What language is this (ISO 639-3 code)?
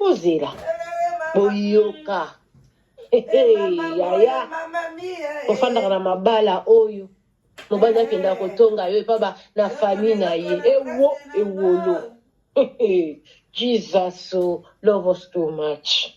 lin